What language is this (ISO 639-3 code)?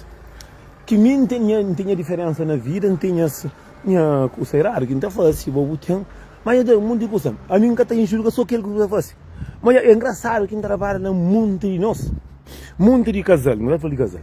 kea